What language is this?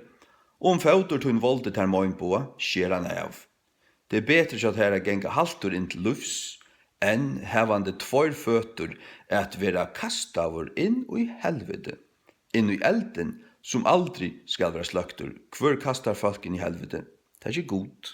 Faroese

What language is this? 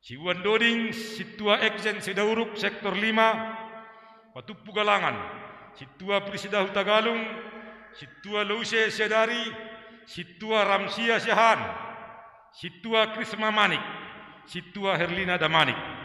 Batak Simalungun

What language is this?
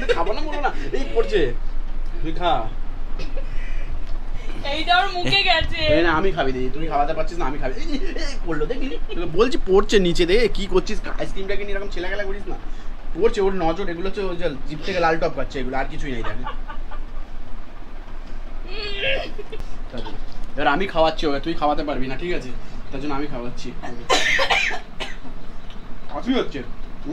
Bangla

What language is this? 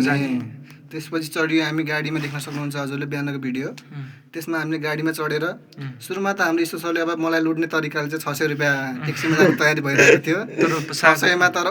Nepali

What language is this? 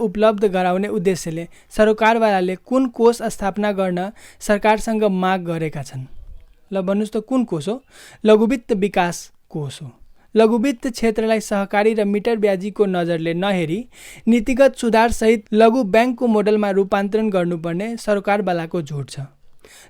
Nepali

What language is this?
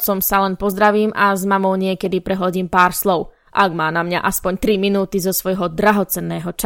Slovak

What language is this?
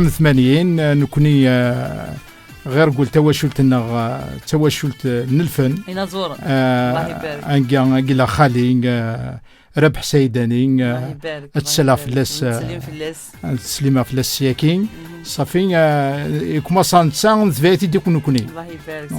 Kabyle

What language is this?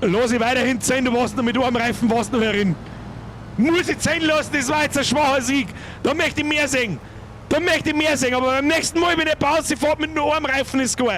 Bavarian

